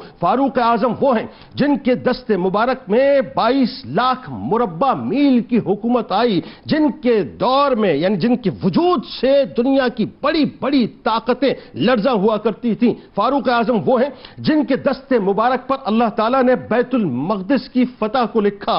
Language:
Urdu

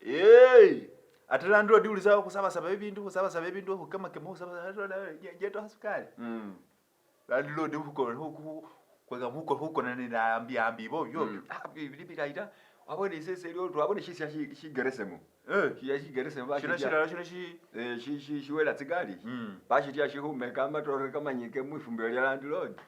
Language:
Masaaba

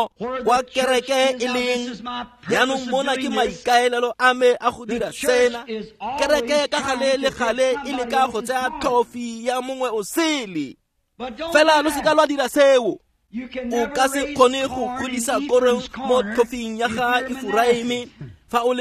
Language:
Tswana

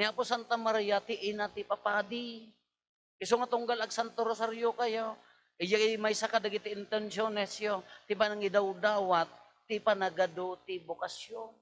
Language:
Iloko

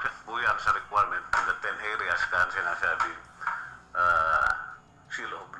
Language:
Bikol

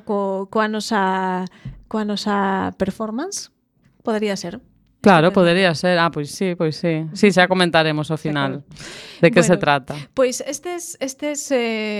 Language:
Galician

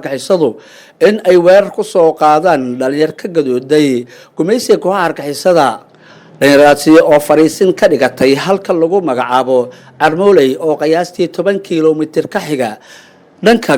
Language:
Somali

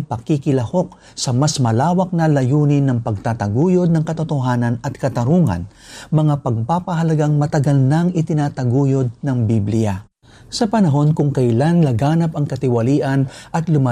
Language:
Filipino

